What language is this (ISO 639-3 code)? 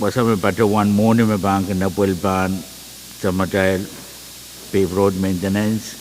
pon